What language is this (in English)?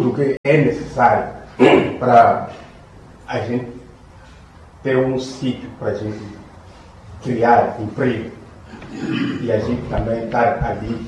Portuguese